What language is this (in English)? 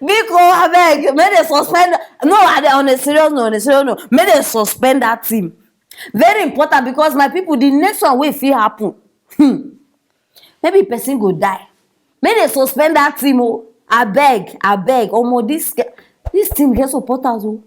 Nigerian Pidgin